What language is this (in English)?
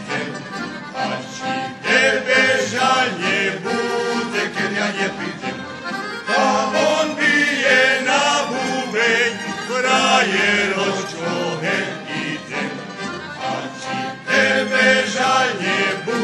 Rusyn